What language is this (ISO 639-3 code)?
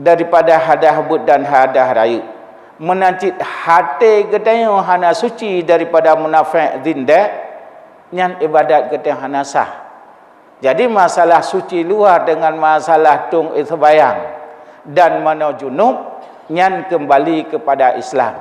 ace